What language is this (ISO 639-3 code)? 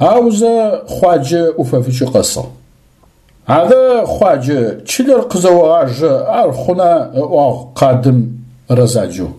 ady